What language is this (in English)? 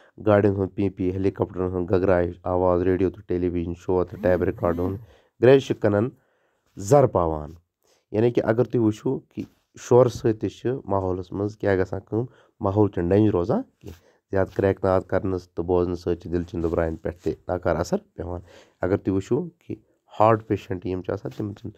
Kashmiri